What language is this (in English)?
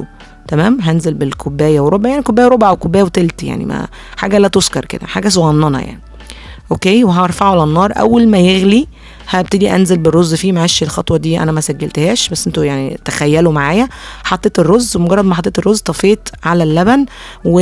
Egyptian Arabic